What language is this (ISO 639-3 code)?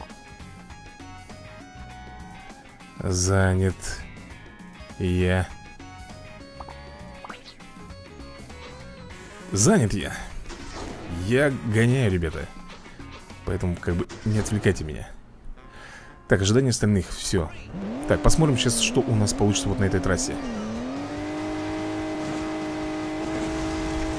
rus